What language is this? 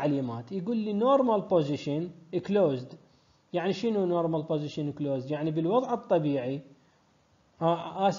Mesopotamian Arabic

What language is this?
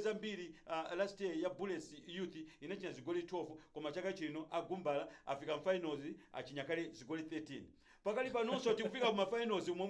Nyanja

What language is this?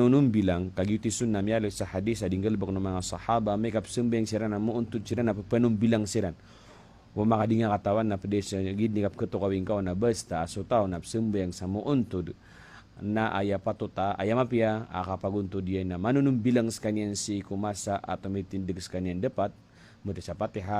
Maranao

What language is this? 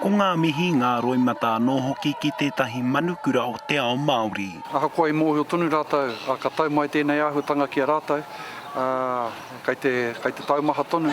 Māori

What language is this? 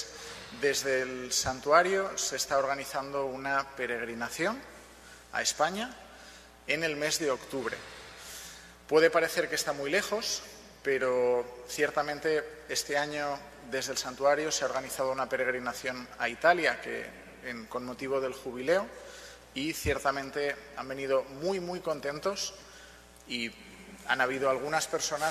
Spanish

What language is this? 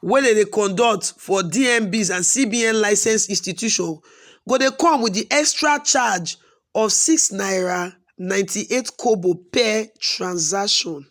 Nigerian Pidgin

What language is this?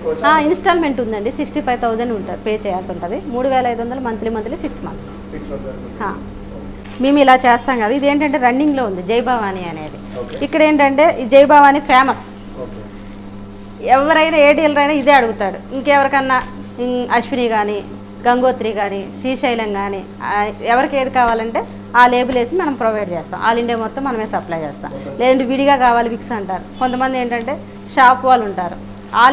Telugu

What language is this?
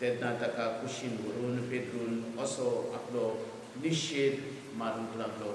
Konkani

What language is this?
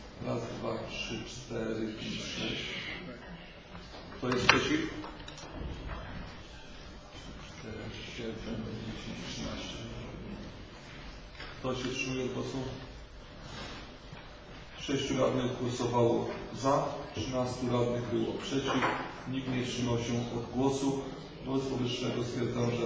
Polish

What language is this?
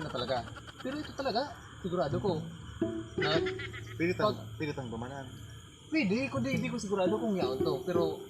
Bikol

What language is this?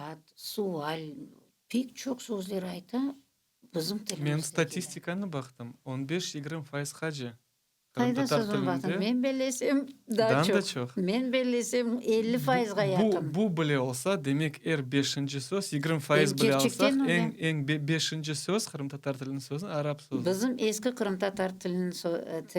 Crimean Tatar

